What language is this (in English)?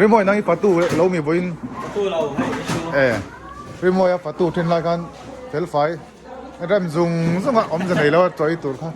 Mizo